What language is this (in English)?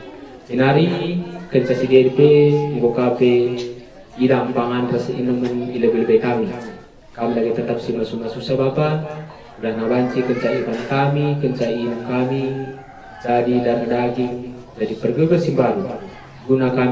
Batak Karo